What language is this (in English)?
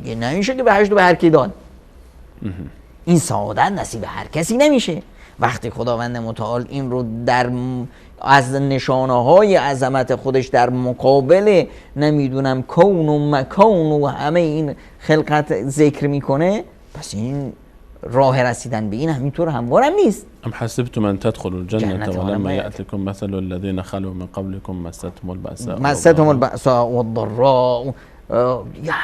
Persian